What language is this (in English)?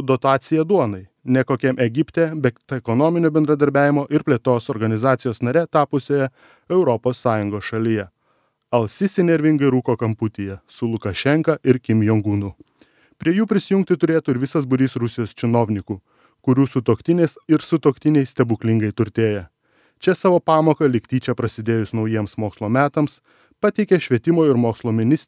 Lithuanian